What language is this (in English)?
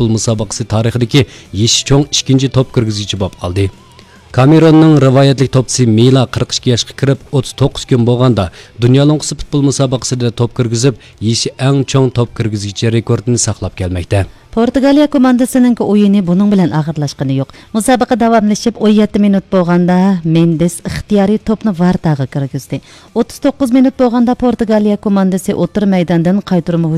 Uyghur